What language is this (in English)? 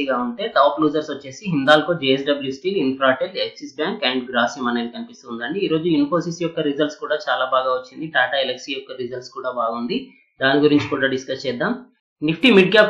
Telugu